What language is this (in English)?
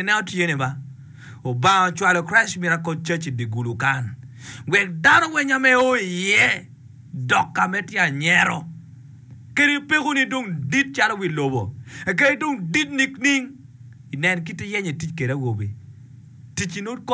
Acoli